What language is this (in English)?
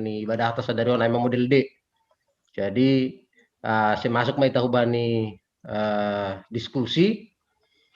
Batak Simalungun